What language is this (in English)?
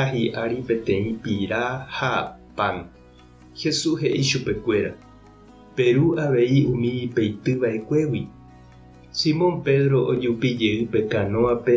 Guarani